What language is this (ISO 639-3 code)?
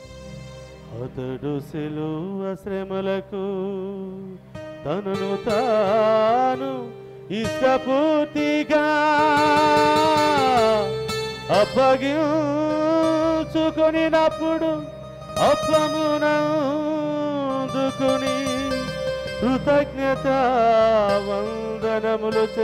tel